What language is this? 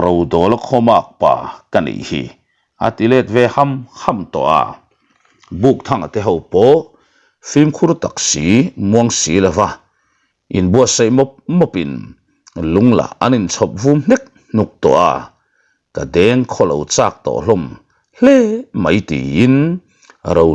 Mizo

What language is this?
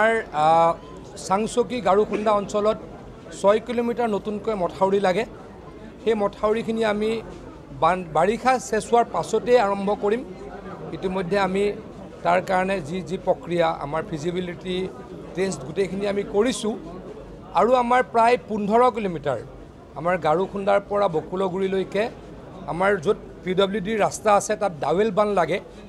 Assamese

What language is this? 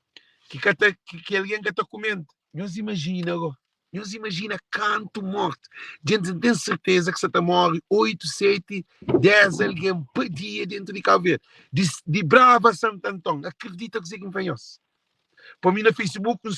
Kabuverdianu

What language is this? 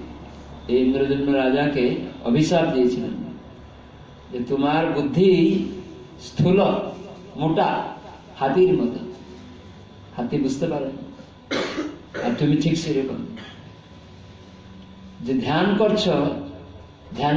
Bangla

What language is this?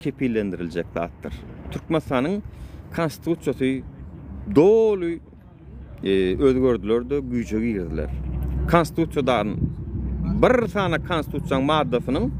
Turkmen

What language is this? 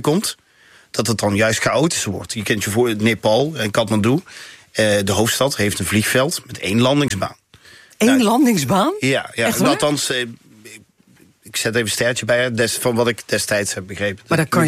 Dutch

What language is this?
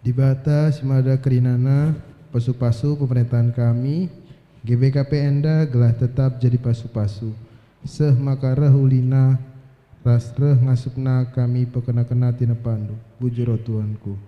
Batak Karo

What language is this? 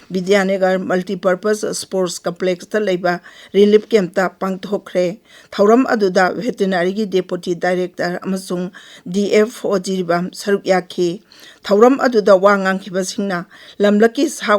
Manipuri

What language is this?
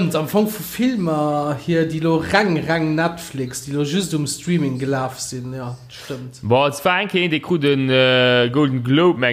Luxembourgish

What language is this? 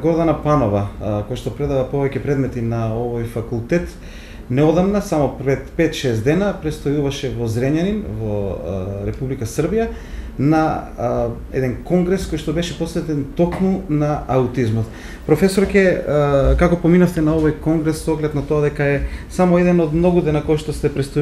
Macedonian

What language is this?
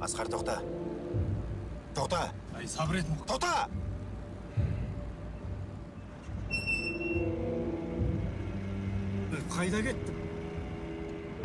Kazakh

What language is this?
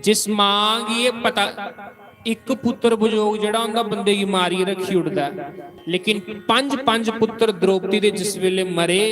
Dogri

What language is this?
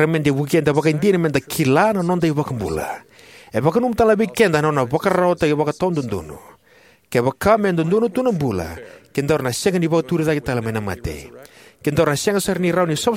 Fijian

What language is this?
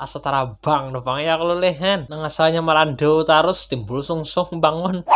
Banjar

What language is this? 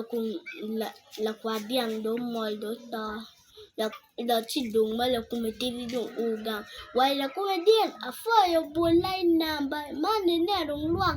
Acoli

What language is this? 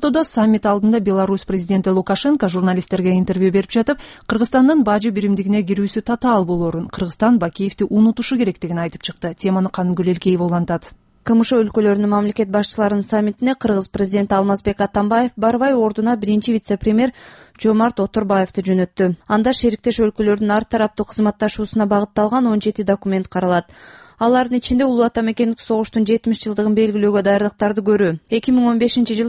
Kyrgyz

